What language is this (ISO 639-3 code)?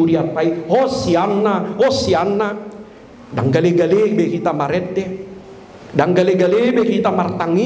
bbc